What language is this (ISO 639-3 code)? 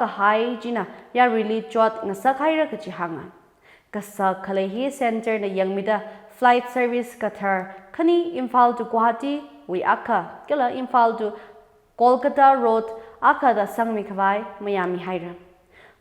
nmf